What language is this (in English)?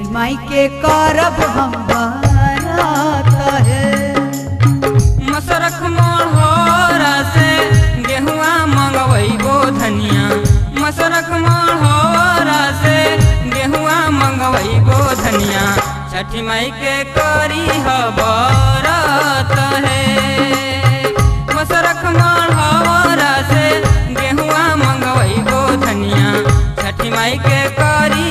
Bhojpuri